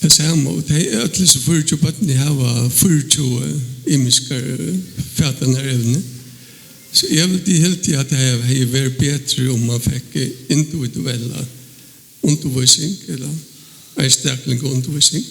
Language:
Faroese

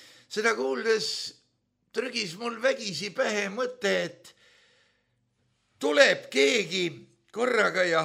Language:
Estonian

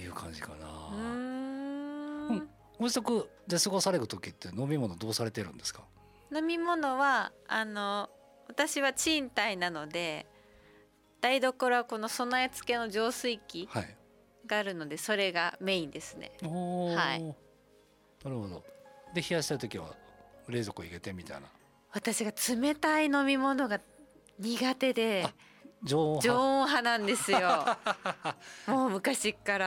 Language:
Japanese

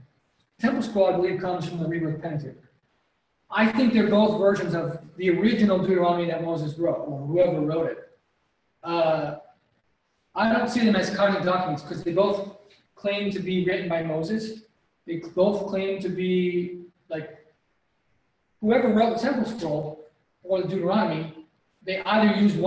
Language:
English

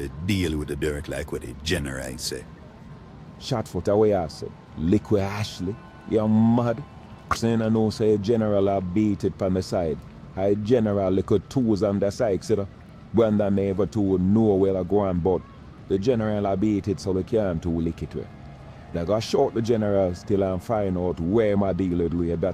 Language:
Jamaican Creole English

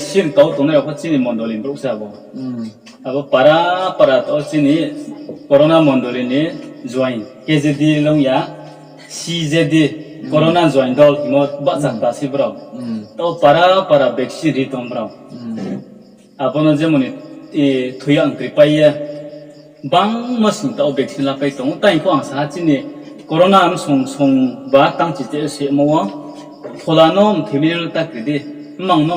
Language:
Riang (India)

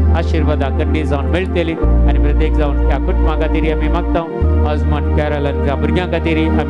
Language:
Konkani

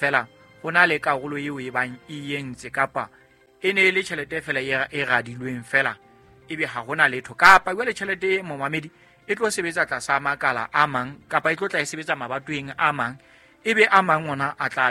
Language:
Southern Sotho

